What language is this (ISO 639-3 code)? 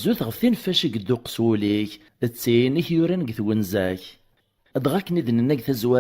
kab